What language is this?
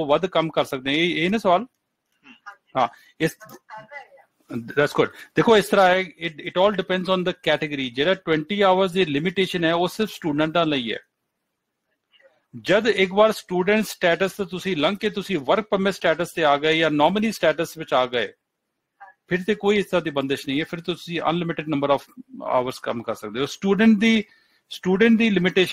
Punjabi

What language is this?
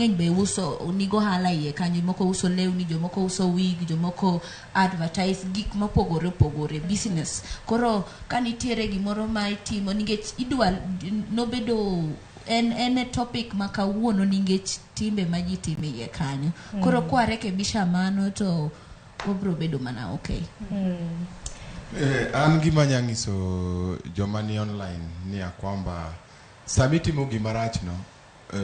Luo (Kenya and Tanzania)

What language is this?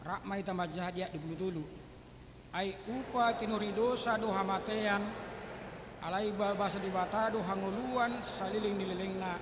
Batak Toba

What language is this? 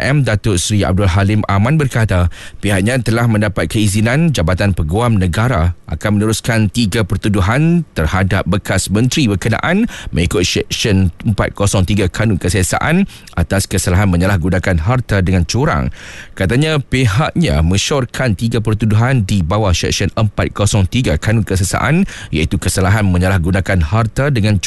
Malay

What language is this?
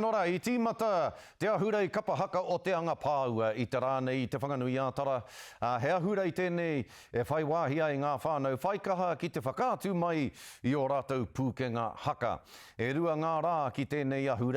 Māori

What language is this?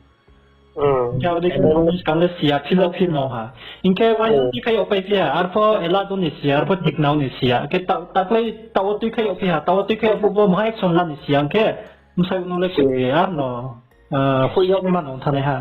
Riang (India)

